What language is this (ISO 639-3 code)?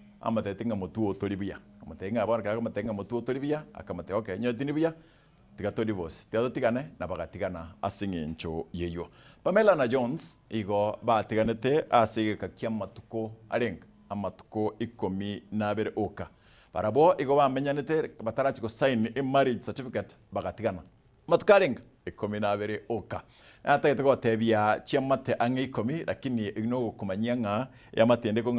guz